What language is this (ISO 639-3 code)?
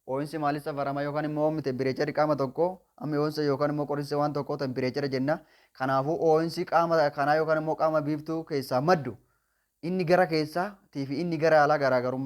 orm